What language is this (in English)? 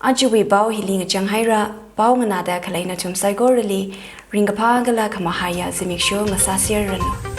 Tangkhul Naga (India)